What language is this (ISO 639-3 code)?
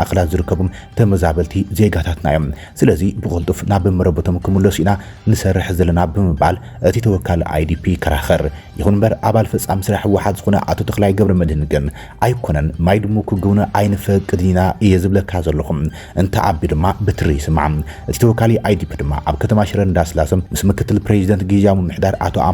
tir